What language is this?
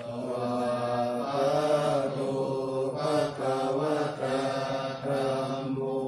Pali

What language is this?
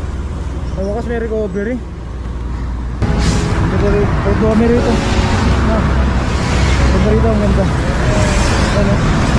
Filipino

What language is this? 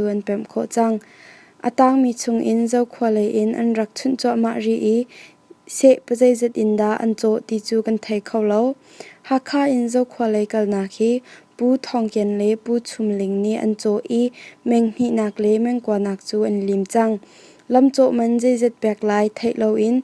Hakha Chin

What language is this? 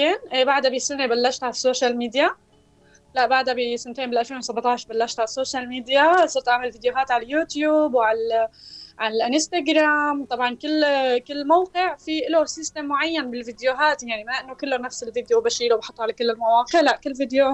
North Levantine Arabic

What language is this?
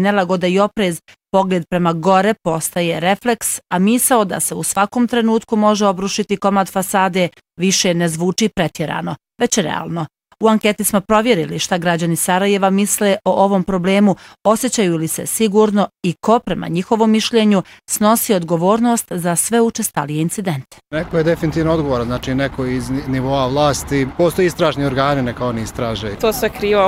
Bosnian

